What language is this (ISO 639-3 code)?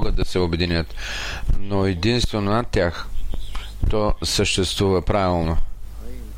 bul